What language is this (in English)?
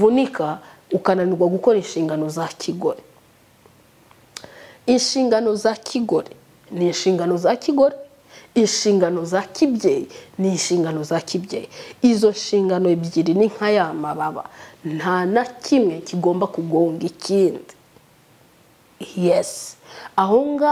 Kinyarwanda